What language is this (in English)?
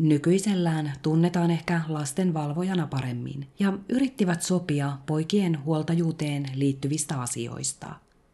Finnish